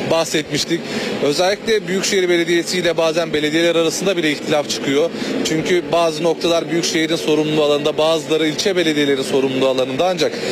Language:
Turkish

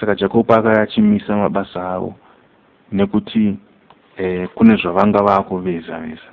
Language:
Shona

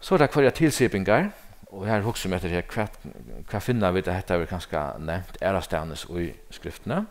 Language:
Faroese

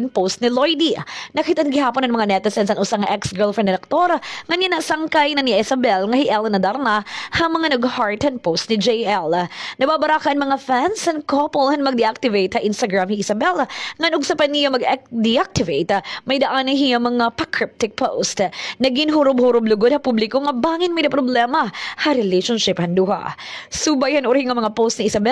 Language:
Waray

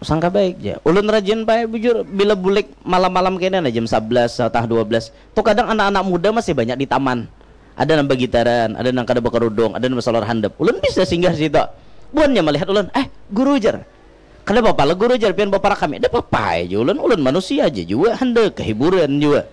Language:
Banjar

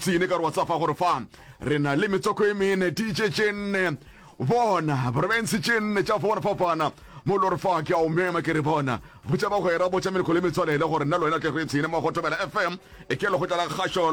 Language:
Northern Sotho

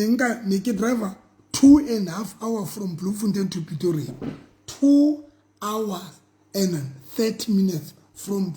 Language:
Southern Sotho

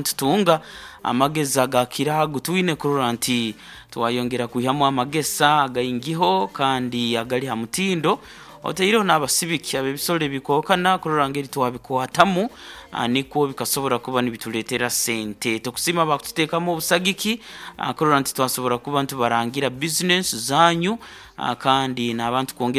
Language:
Nyoro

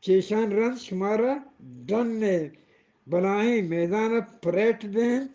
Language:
Eastern Balochi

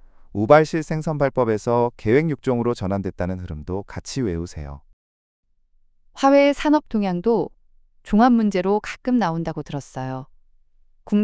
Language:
Korean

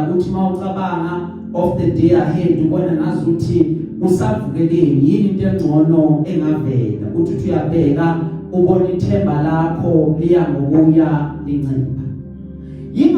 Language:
Zulu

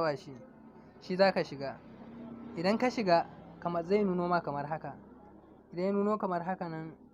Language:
Hausa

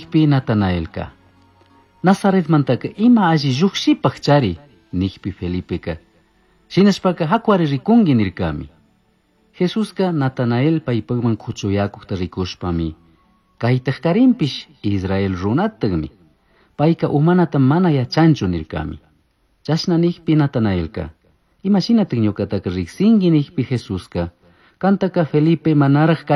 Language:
Chimborazo Highland Quichua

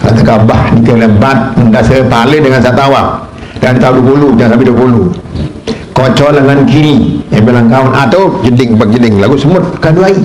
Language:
Sasak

